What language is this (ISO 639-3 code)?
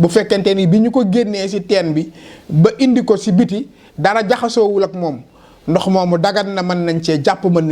wol